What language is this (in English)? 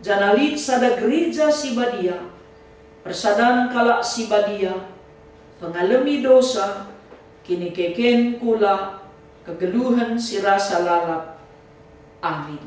Batak Karo